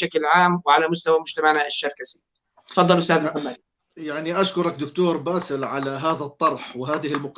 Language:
North Levantine Arabic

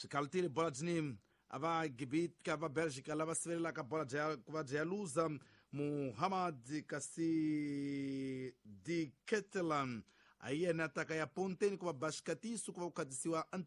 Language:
Tsonga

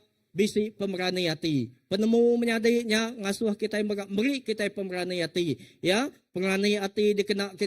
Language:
Iban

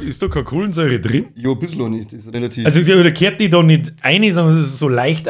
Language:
Bavarian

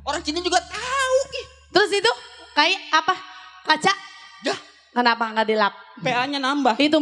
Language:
Betawi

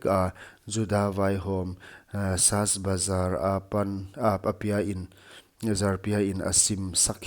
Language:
Paite Chin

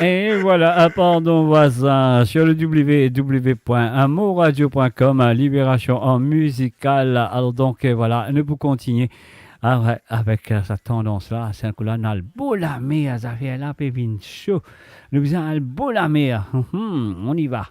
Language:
Morisyen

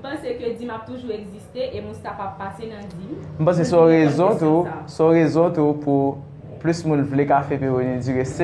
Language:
Haitian Creole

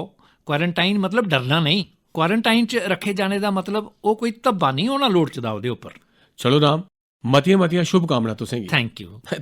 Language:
Dogri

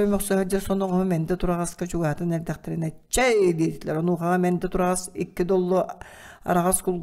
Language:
Yakut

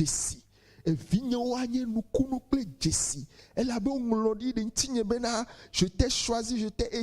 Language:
Ewe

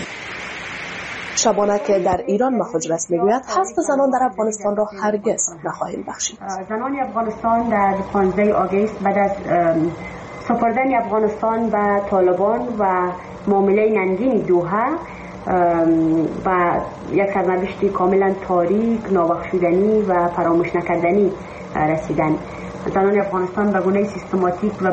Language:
Persian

